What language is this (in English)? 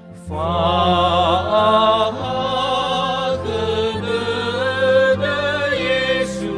Nias